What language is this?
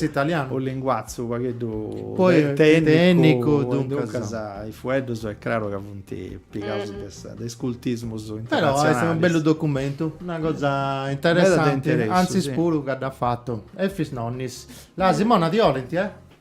Sardinian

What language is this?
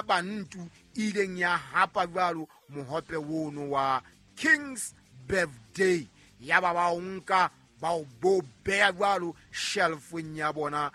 Southern Sotho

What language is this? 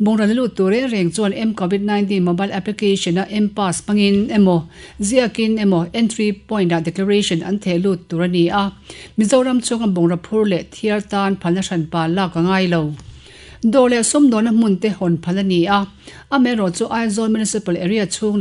Mizo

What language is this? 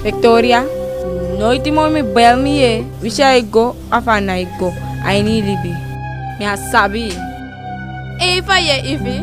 Eastern Maroon Creole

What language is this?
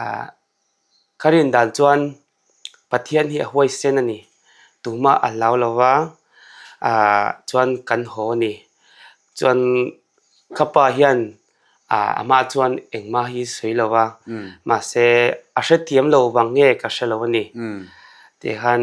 Mizo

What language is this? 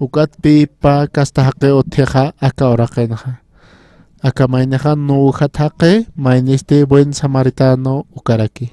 Aymara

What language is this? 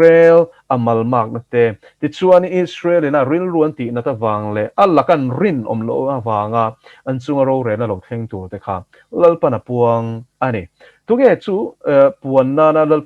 Mizo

